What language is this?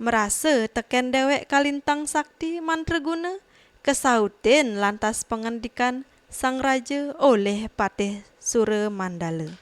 Balinese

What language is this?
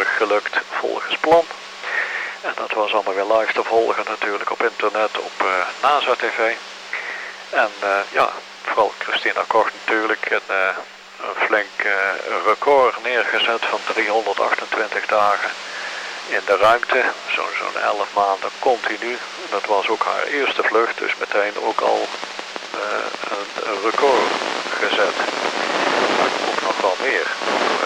Dutch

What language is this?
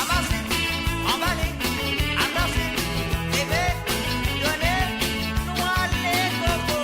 Morisyen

